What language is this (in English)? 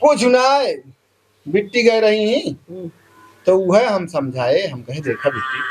Awadhi